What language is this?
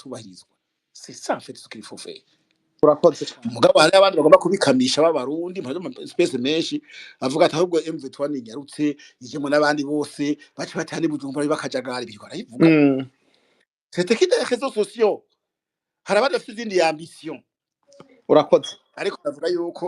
Rundi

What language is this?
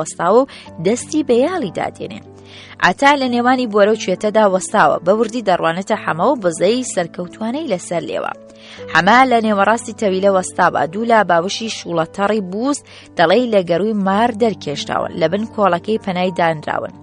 Central Kurdish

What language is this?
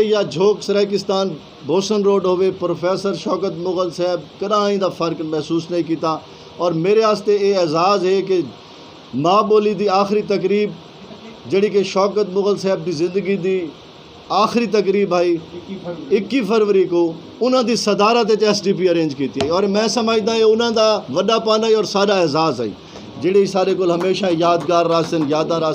Saraiki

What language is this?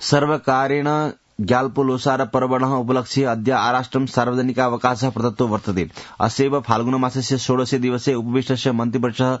Sanskrit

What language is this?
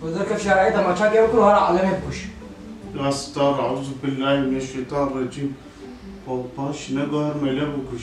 Kurdish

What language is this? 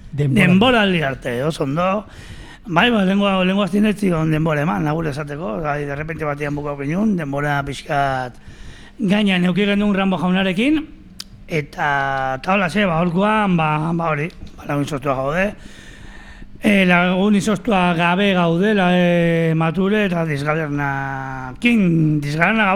Basque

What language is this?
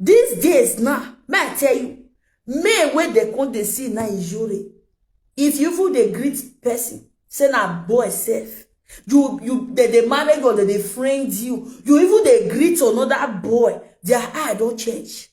Nigerian Pidgin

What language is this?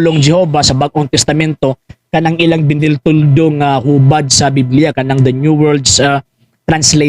Cebuano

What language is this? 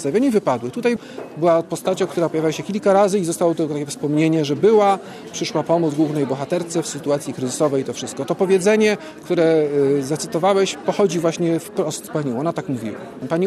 Polish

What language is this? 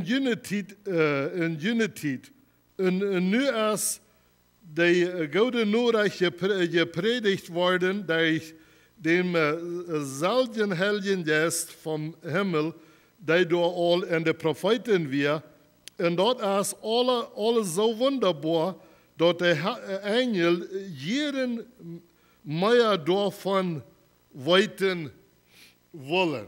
Plautdietsch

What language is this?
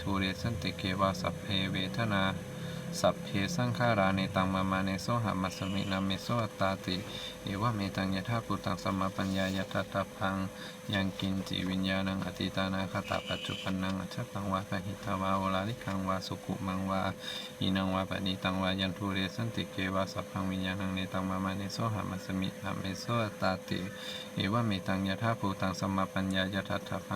Pali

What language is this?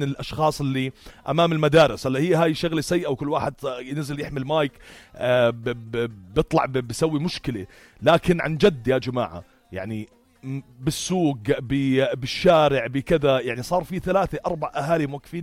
North Levantine Arabic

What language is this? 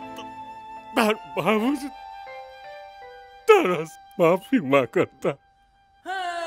Bhojpuri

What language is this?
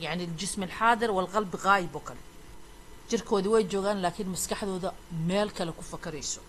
Somali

